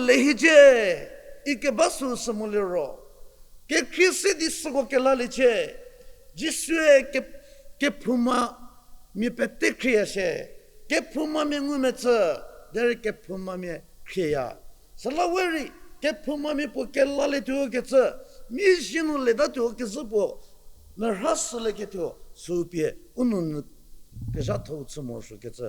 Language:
Angami Naga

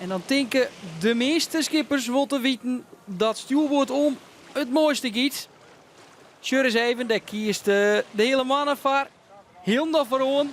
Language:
Western Frisian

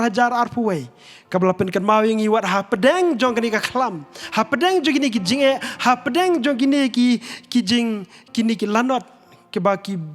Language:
Khasi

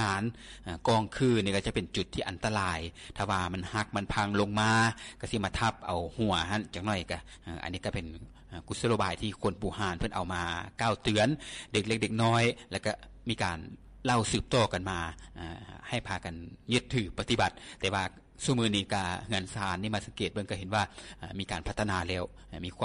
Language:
Lao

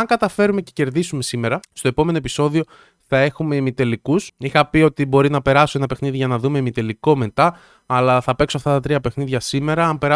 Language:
Greek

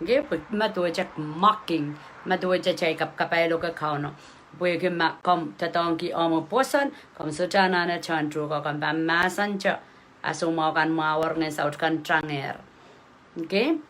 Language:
Pohnpeian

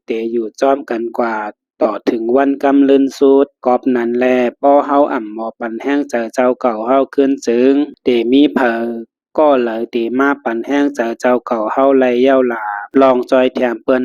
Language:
Shan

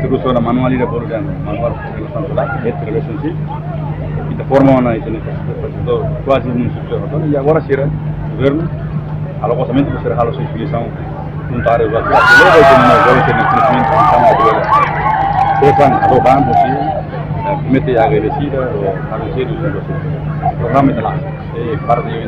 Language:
Tetum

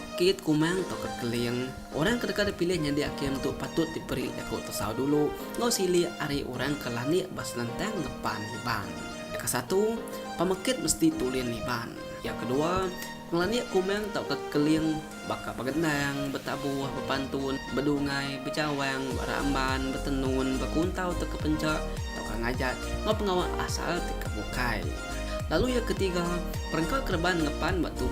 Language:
Iban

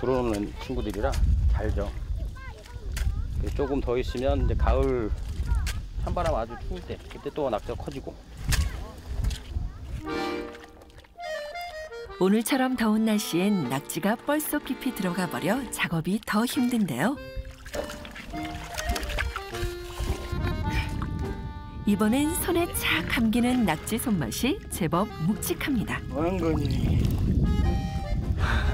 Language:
Korean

